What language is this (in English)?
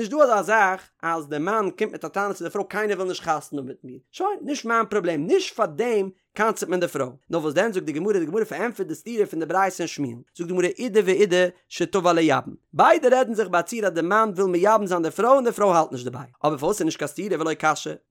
Yiddish